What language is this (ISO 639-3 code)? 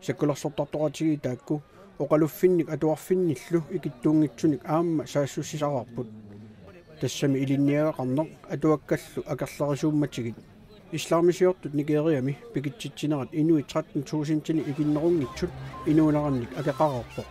kal